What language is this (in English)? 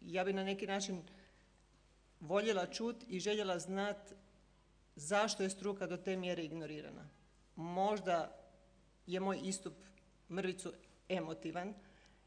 Croatian